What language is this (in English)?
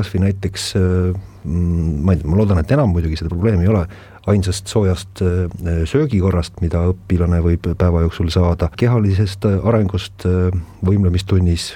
Estonian